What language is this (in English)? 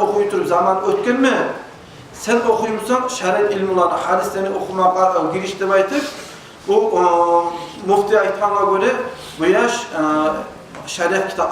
Kumyk